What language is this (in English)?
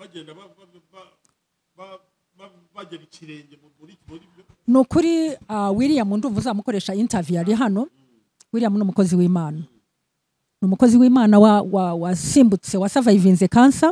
Kinyarwanda